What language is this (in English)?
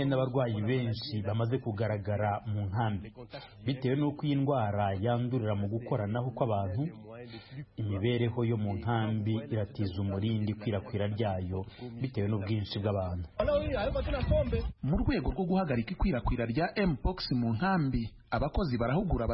Kinyarwanda